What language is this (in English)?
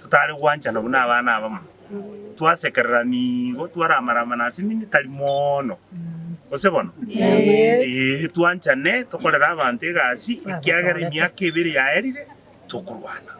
Gusii